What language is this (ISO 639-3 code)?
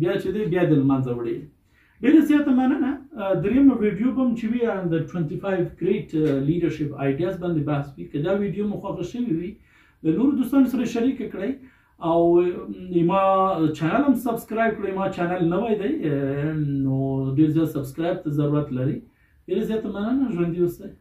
pus